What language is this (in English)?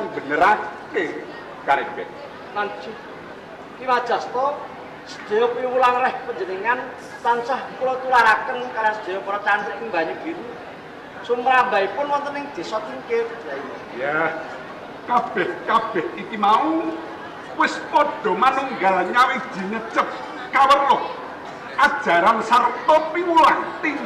Javanese